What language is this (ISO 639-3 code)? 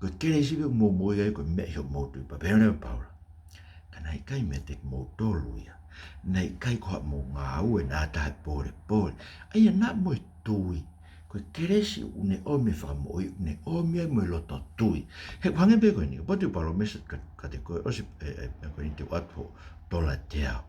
ton